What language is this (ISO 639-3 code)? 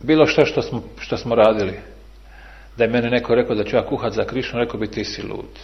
bos